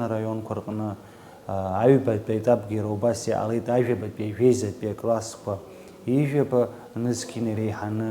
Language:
Abkhazian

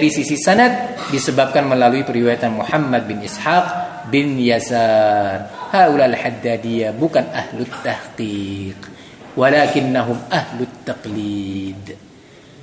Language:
Indonesian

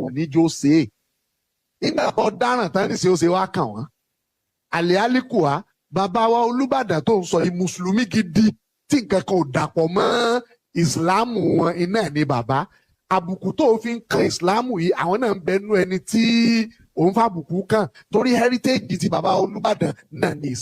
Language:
Yoruba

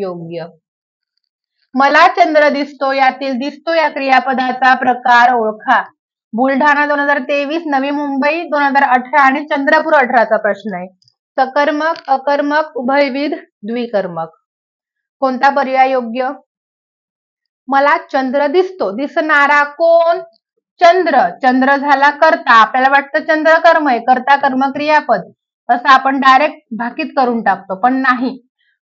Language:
Marathi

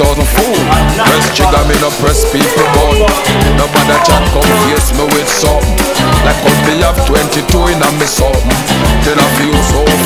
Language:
Jamaican Creole English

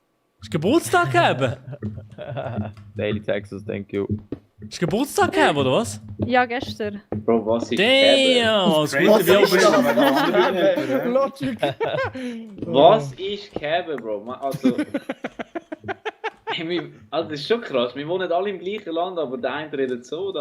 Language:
Swiss German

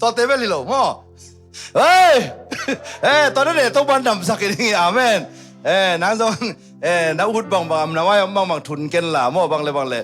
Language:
Tedim Chin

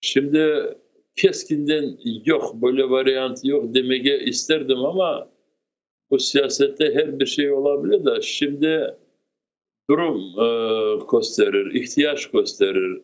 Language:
Crimean Tatar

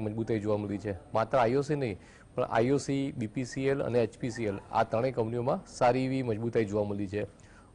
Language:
Gujarati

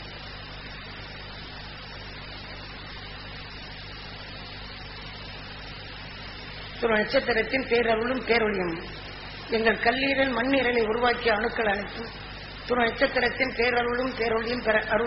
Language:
Tamil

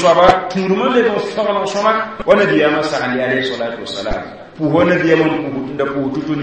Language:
Mossi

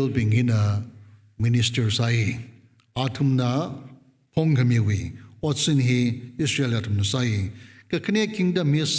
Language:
Tangkhul Naga (India)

